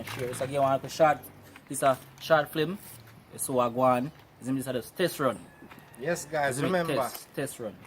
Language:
Jamaican Creole English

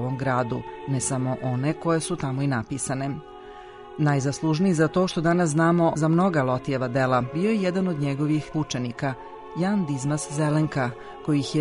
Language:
Serbian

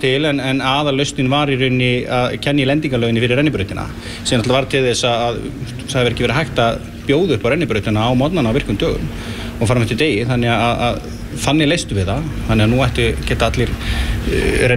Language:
Icelandic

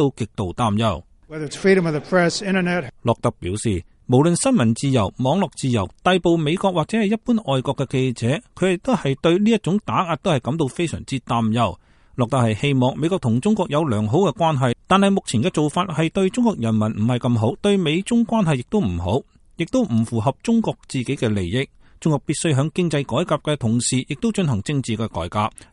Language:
Cantonese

